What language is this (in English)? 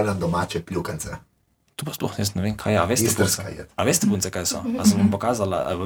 Slovenian